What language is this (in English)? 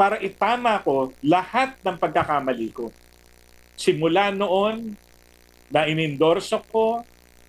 Filipino